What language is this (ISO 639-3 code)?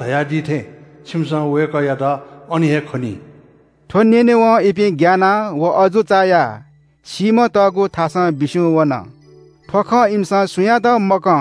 new